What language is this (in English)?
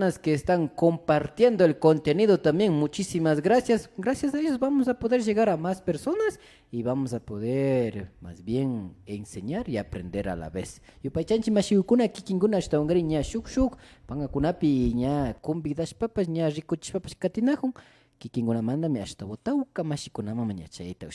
Imbabura Highland Quichua